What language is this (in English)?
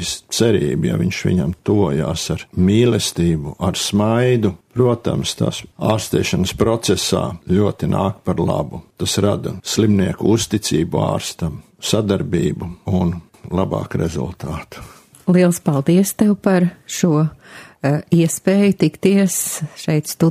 Latvian